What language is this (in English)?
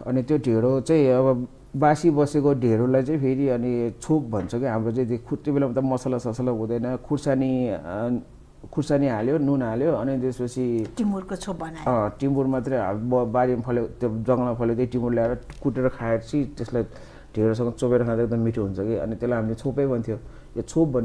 Nepali